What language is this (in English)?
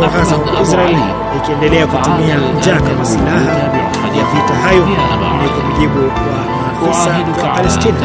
Swahili